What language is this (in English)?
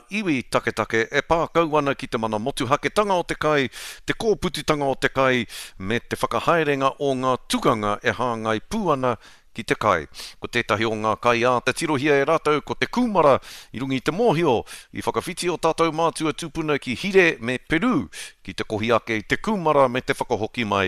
Māori